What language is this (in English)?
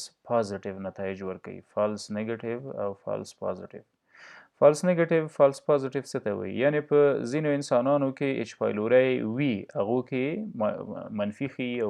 Pashto